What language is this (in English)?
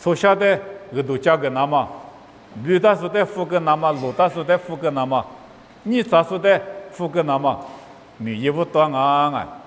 Lisu